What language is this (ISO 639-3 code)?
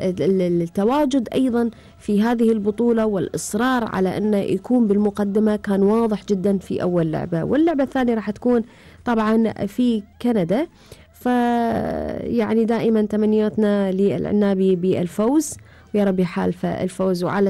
afb